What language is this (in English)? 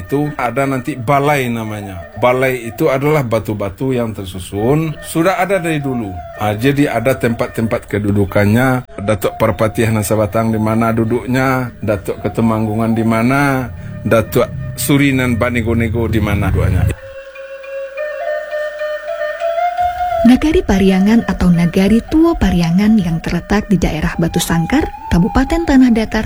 Indonesian